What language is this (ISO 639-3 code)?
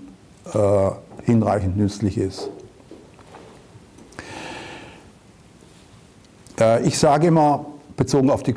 deu